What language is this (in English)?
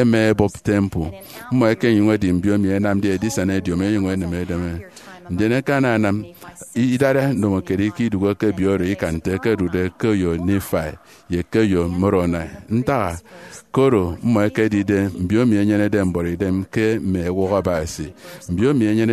Efik